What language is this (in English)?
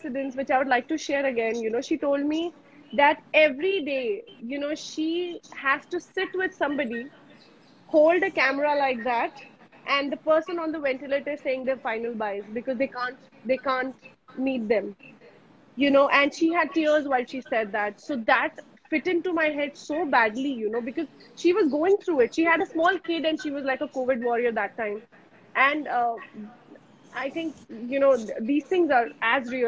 English